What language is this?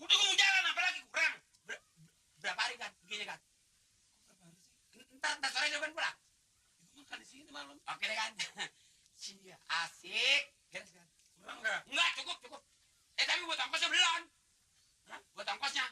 Betawi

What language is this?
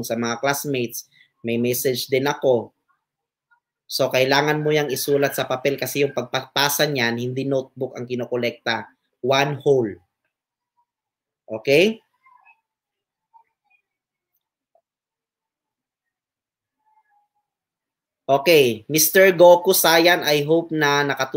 Filipino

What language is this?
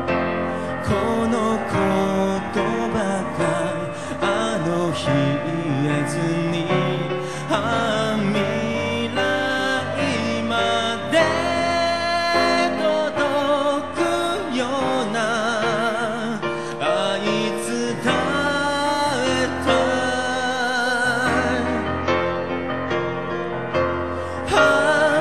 Japanese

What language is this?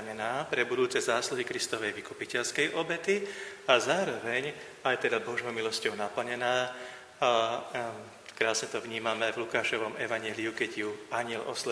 Slovak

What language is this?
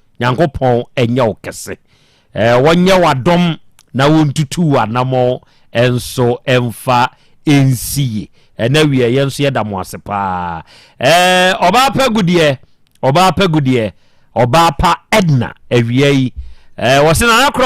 Akan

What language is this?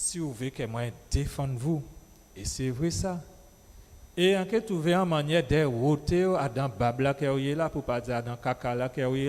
Guadeloupean Creole French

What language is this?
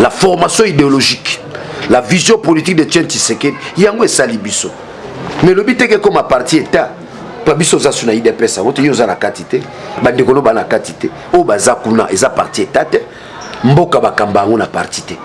Lingala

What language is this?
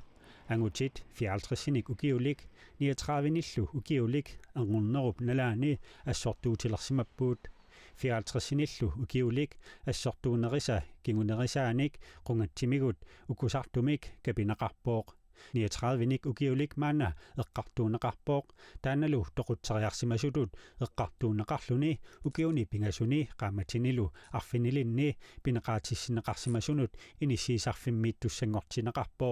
Kalaallisut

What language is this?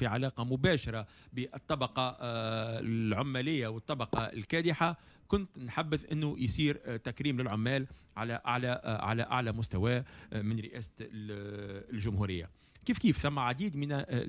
Tunisian Arabic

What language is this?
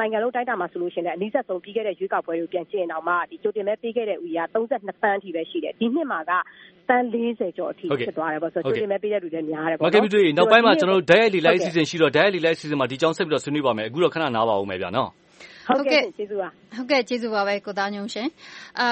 Burmese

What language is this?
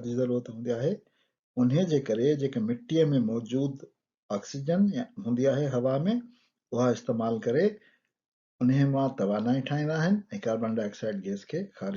Sindhi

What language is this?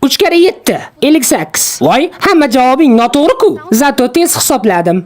Uzbek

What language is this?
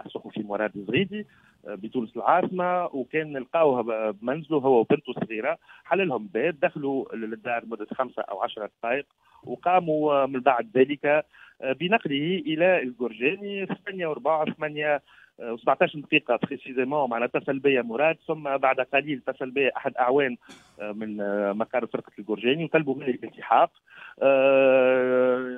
Tunisian Arabic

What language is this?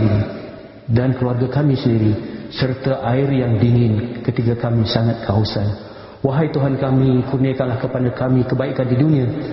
Malay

